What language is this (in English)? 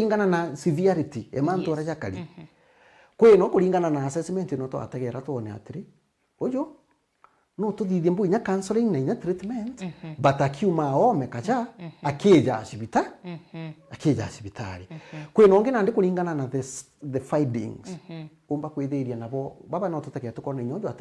Meru